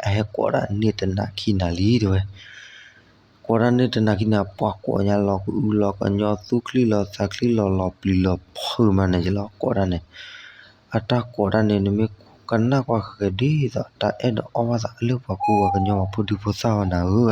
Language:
S'gaw Karen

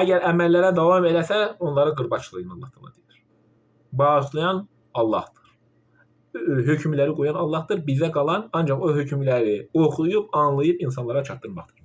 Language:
Azerbaijani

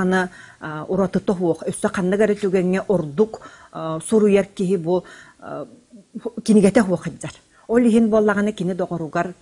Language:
Yakut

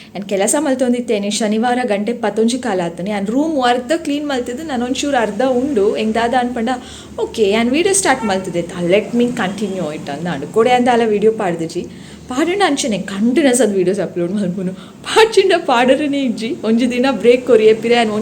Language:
Tulu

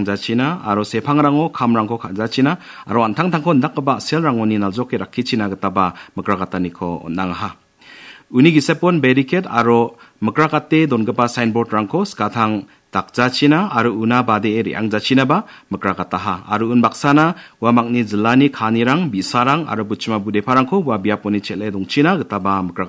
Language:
Garo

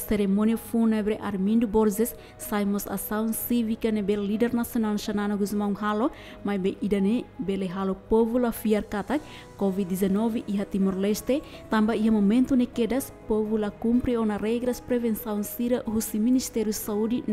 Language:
Tetum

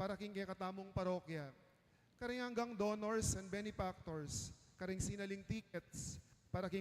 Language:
Pampanga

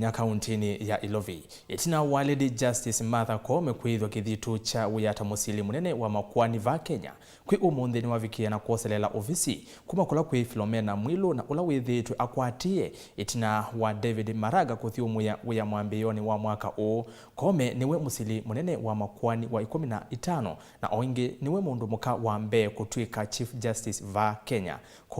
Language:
Kamba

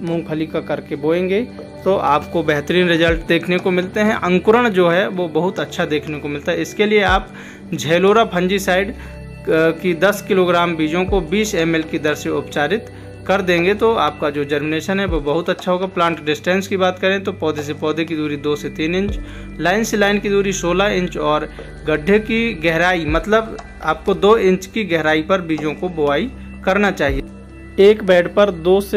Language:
Hindi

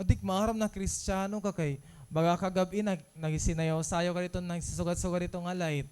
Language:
Waray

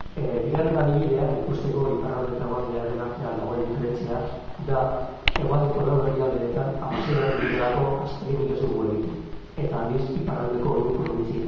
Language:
Basque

